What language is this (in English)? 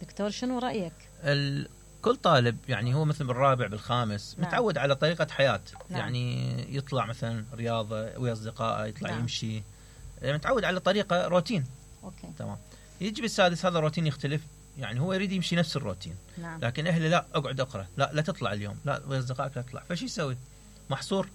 Mesopotamian Arabic